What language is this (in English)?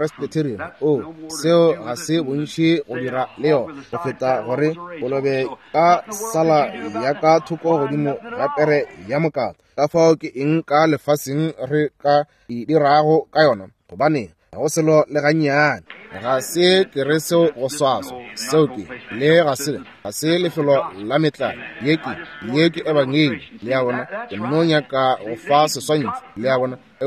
Northern Sotho